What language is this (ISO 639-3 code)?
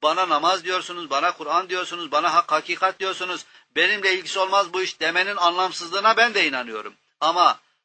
tur